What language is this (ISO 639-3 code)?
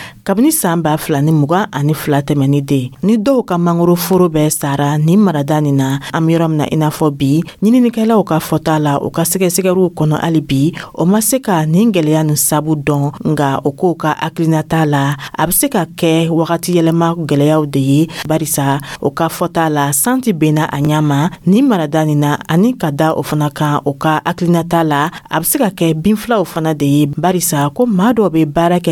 dyu